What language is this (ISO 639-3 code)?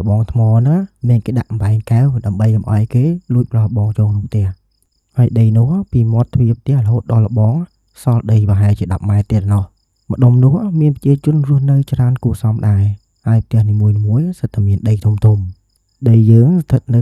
khm